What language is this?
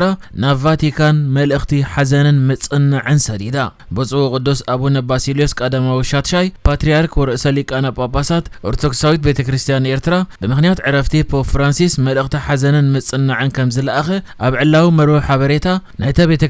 Tigrinya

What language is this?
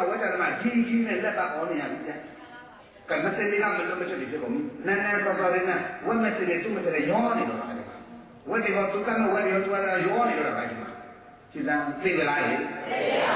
Burmese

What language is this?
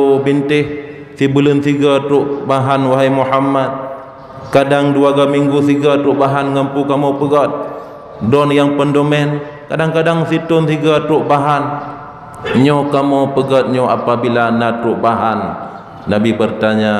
Achinese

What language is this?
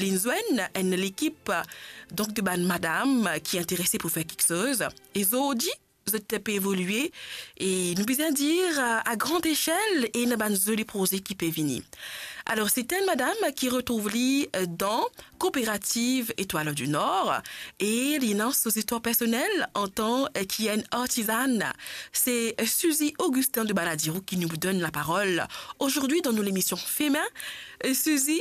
Morisyen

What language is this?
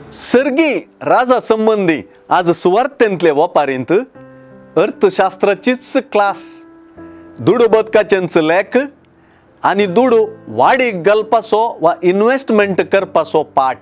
Konkani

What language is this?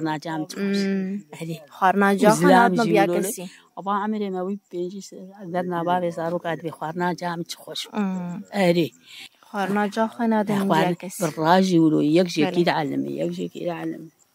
Kurdish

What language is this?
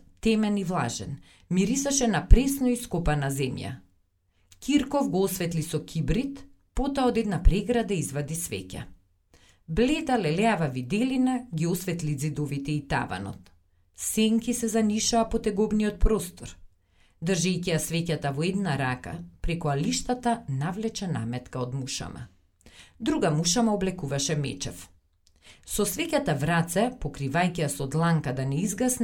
Macedonian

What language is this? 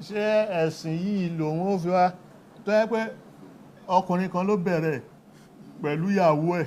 Yoruba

